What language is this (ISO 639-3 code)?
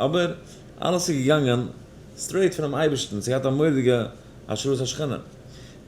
yid